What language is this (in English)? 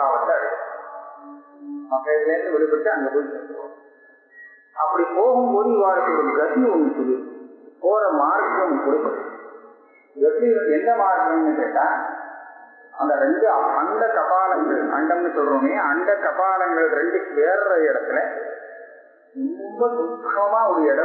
Tamil